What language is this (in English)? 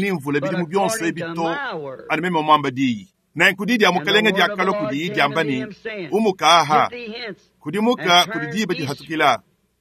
Luba-Lulua